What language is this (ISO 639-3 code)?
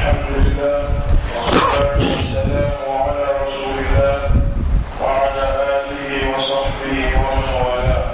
mos